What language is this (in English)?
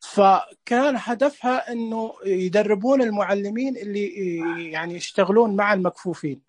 Najdi Arabic